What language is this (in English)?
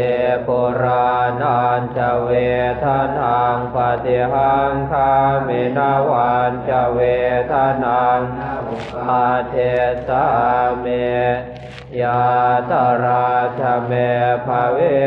Pali